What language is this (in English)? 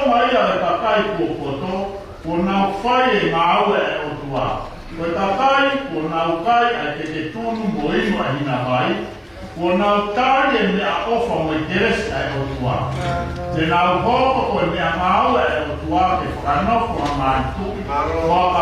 Tongan